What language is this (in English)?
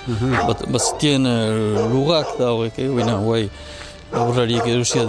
Basque